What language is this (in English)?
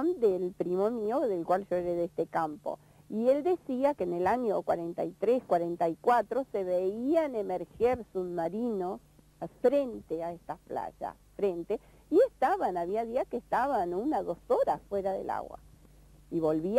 Spanish